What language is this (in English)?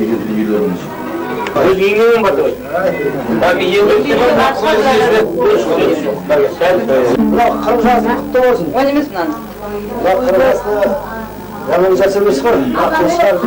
Kazakh